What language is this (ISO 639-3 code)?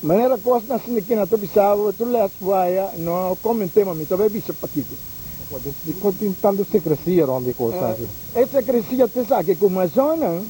pap